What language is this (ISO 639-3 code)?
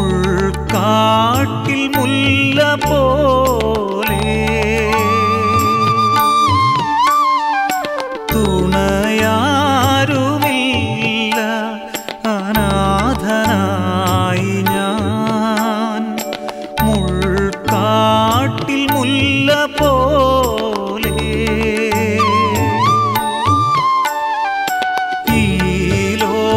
mal